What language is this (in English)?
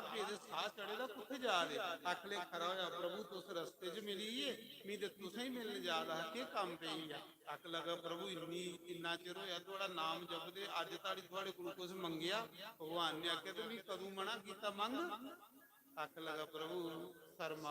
Dogri